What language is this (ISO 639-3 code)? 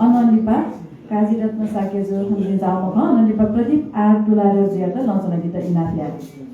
new